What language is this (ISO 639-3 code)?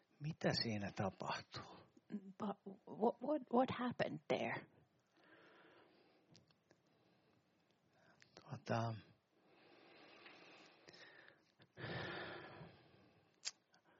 fin